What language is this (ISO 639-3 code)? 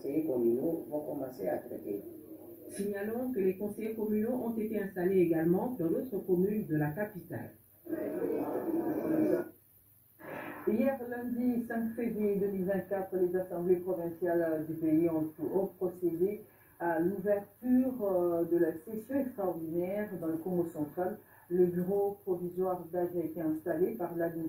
fra